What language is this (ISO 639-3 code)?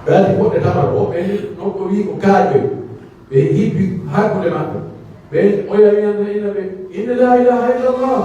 fuf